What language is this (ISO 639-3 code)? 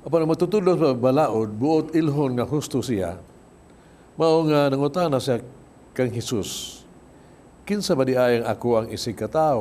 ceb